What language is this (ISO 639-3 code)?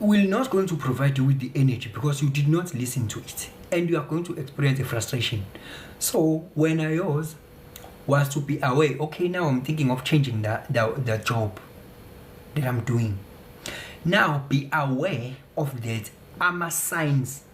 zul